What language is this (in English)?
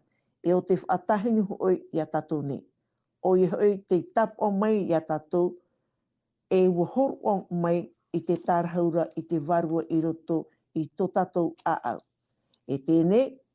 Tahitian